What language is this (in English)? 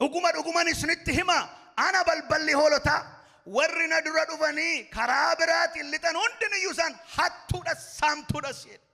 Oromo